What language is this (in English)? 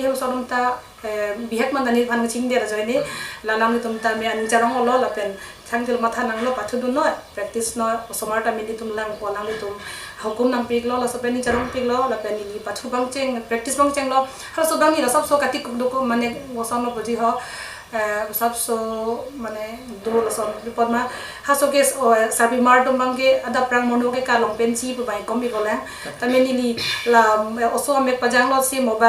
Karbi